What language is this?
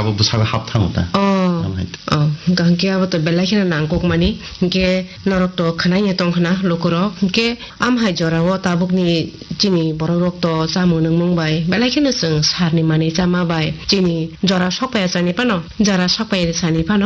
Kok Borok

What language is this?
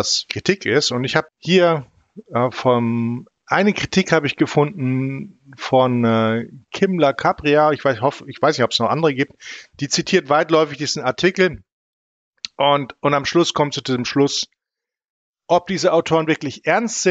German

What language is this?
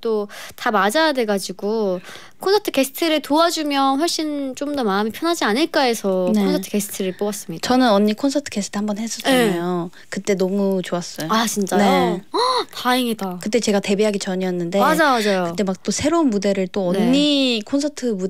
Korean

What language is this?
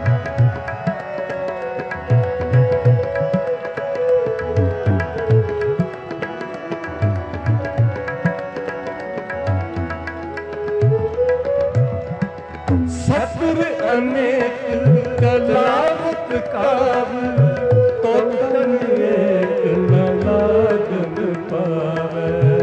Hindi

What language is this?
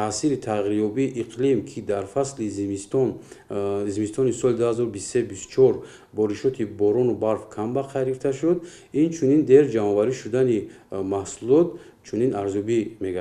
Tajik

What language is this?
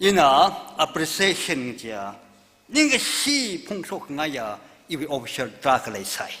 Tangkhul Naga (India)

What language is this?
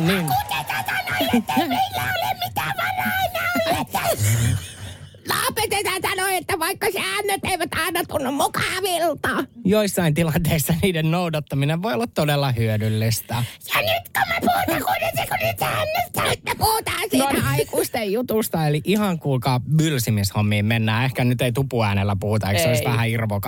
Finnish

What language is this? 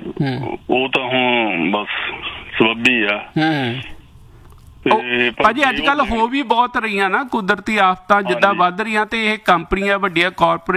Punjabi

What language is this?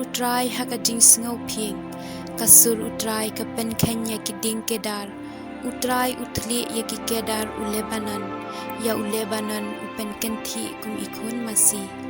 Khasi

